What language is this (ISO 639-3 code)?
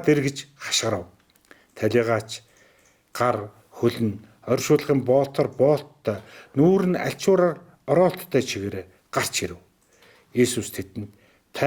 mon